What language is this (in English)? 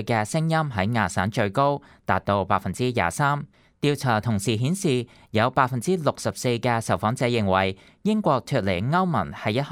Cantonese